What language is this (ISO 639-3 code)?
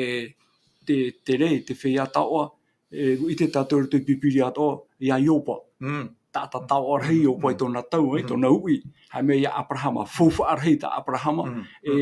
tah